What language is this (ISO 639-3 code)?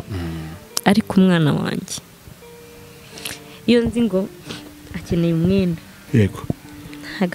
kin